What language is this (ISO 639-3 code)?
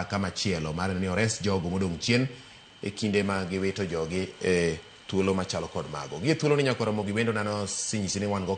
luo